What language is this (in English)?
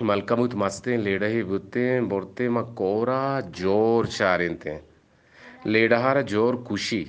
Eastern Balochi